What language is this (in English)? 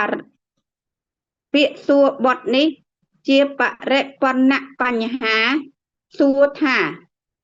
Khmer